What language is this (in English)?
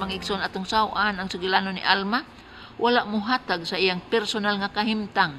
Cebuano